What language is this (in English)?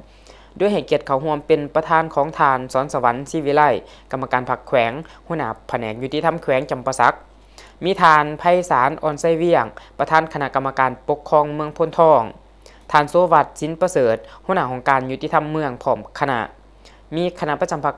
Lao